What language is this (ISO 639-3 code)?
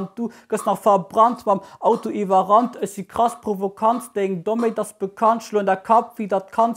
ltz